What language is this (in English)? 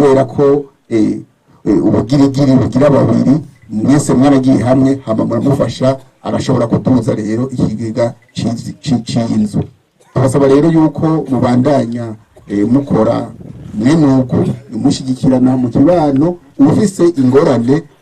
Rundi